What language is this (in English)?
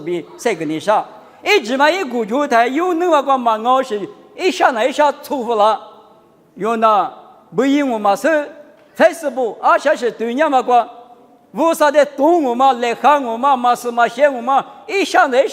Lisu